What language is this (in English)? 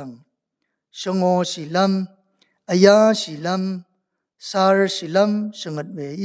Rawang